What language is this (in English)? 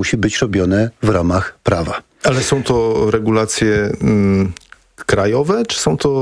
Polish